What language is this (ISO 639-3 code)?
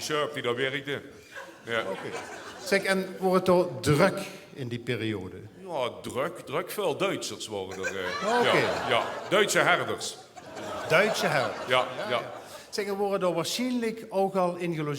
lim